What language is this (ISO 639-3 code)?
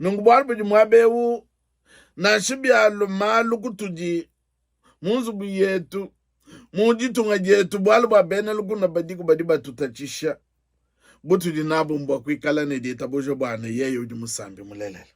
lua